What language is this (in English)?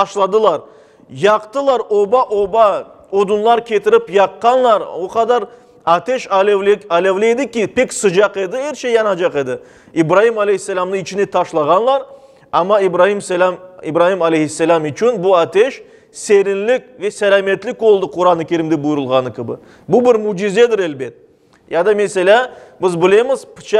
Crimean Tatar